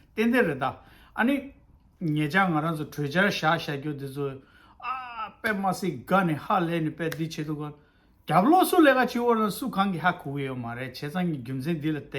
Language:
Tibetan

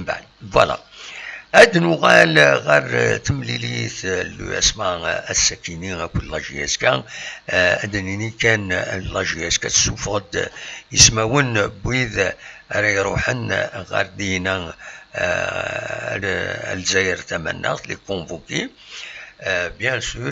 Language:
Kabyle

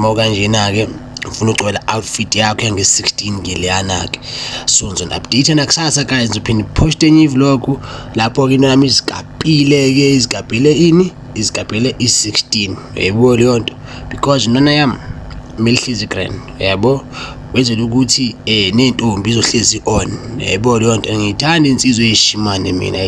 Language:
Zulu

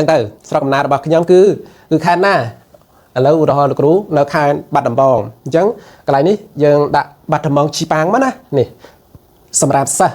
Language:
Khmer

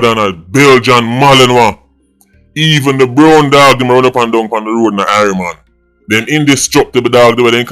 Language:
Jamaican Creole English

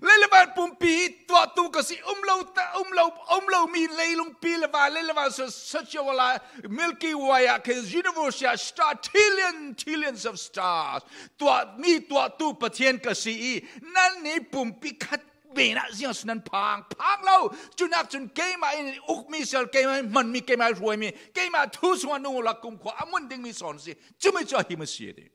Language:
Falam Chin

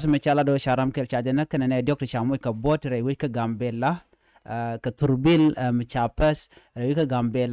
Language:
Nuer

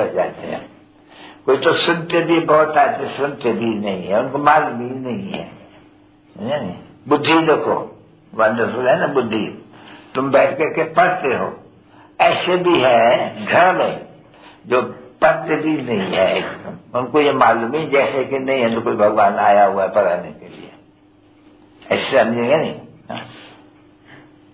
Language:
Hindi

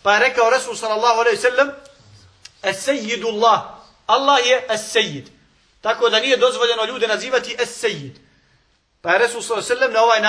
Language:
Bosnian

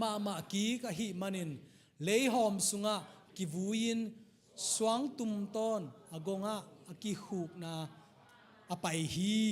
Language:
Tedim Chin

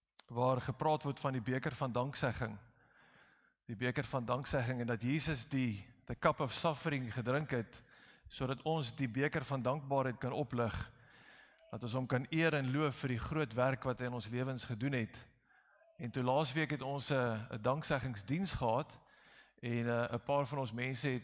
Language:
Afrikaans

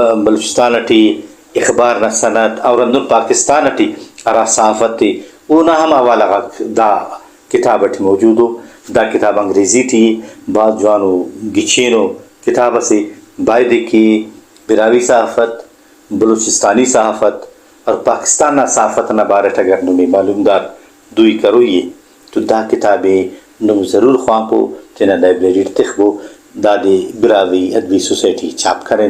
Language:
Brahui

